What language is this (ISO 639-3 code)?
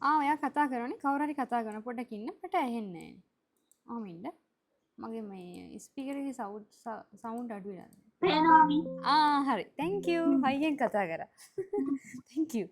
sin